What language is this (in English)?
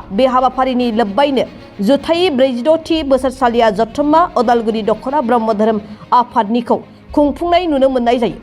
Bodo